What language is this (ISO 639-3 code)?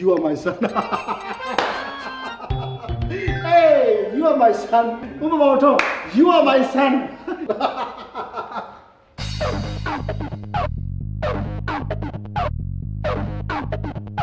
mya